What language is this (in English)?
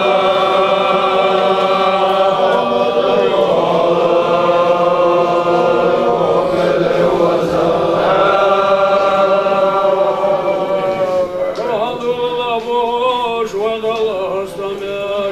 Chechen